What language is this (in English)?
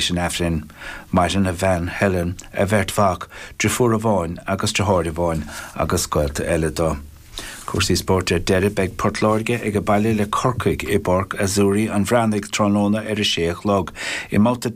Irish